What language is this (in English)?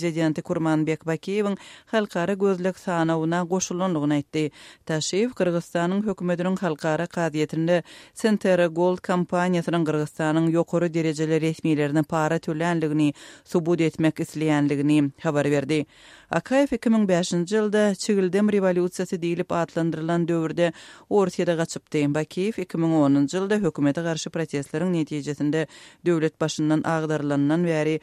Kyrgyz